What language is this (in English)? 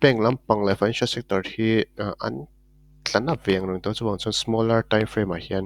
Mizo